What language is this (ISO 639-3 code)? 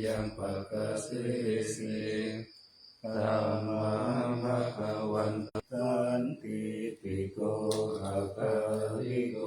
pli